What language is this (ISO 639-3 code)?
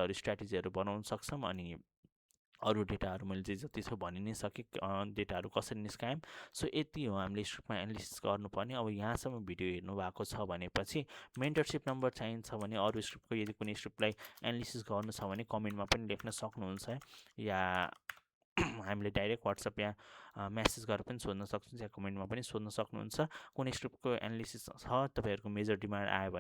nep